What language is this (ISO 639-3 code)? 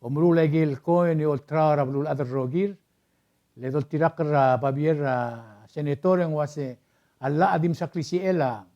pau